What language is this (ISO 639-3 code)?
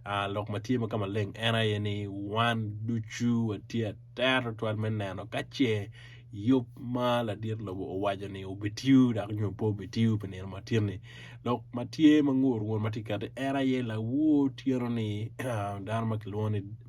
ach